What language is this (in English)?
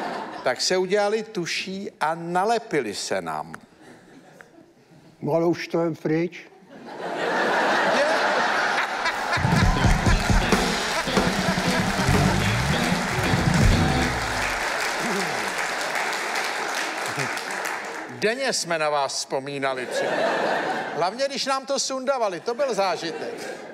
Czech